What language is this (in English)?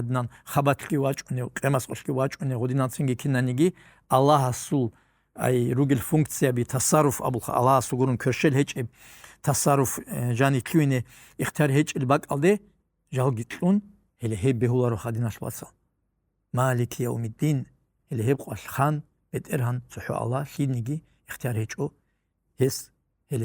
Avaric